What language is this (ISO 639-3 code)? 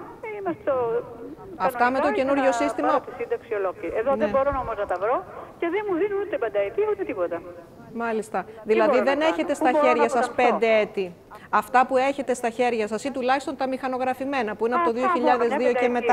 ell